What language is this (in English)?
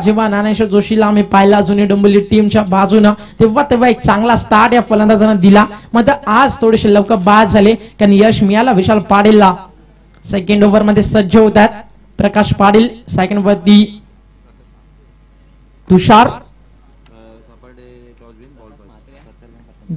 Marathi